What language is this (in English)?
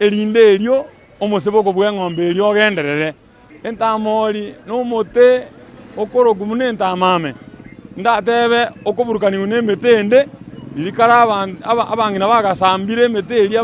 Gusii